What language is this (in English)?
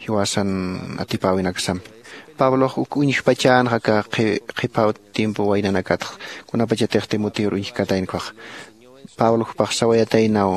Aymara